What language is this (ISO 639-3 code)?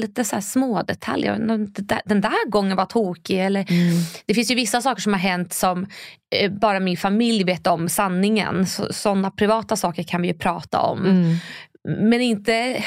swe